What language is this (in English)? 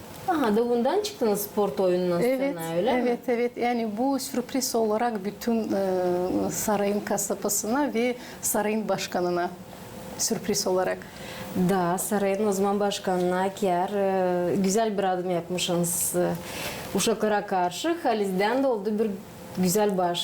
Gagauz